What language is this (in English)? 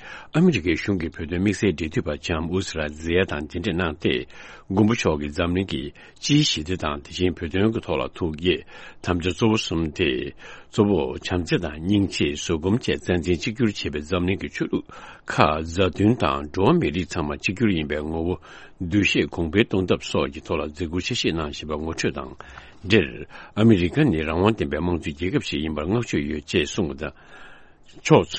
Tibetan